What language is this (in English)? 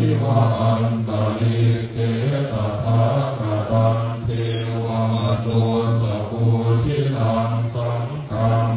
Pali